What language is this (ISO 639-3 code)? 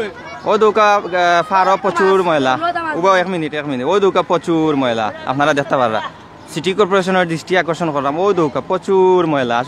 syl